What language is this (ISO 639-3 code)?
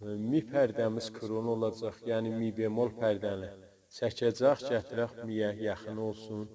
azb